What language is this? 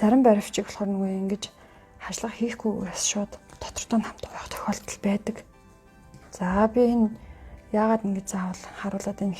Mongolian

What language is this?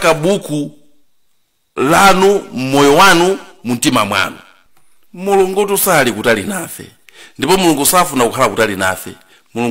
Nyanja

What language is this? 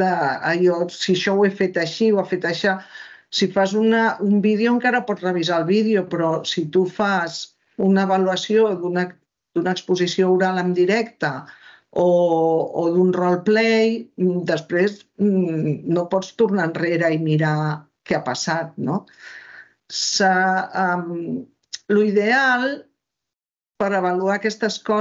Catalan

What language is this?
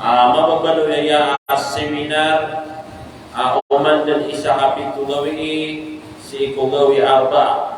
Maranao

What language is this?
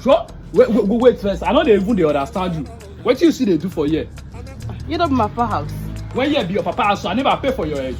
Nigerian Pidgin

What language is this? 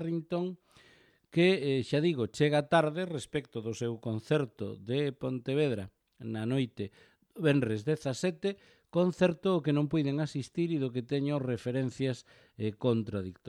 Galician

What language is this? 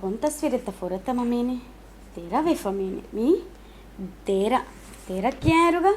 Divehi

